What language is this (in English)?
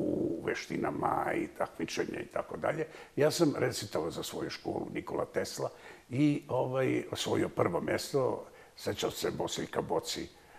Bosnian